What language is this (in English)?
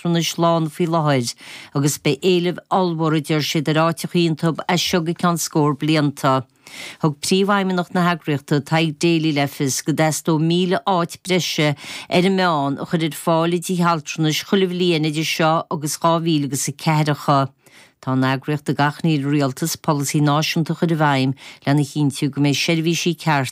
Irish